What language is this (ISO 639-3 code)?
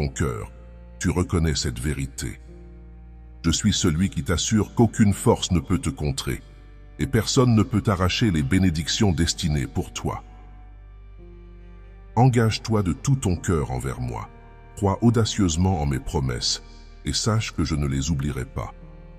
fra